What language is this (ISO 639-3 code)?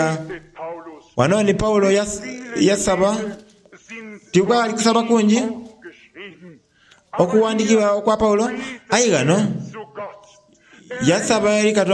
xog